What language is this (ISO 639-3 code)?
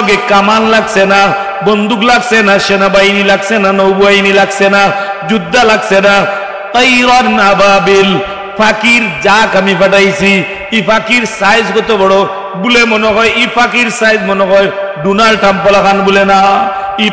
syl